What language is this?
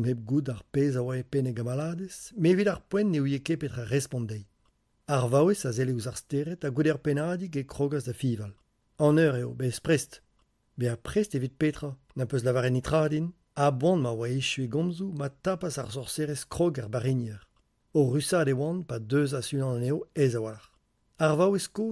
Breton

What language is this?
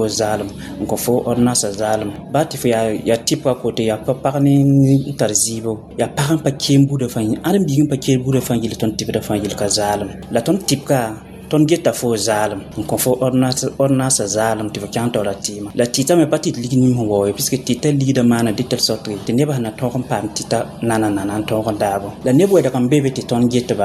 Mossi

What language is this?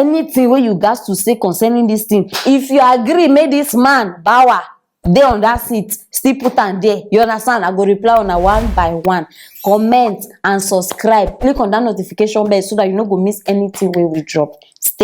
Nigerian Pidgin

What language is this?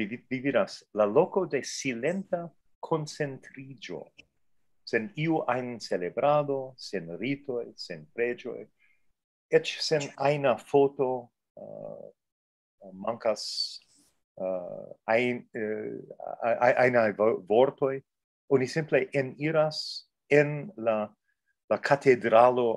Esperanto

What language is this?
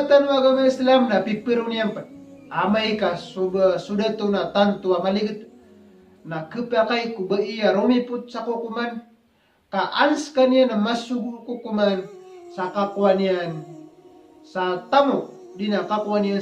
Maranao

